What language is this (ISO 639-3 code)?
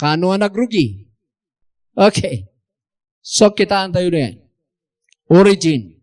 ilo